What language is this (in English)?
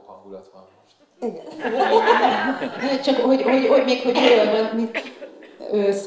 Hungarian